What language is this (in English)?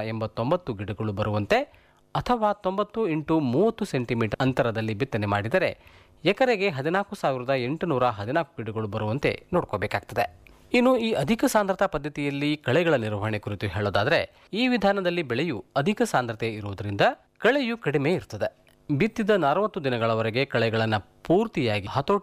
Kannada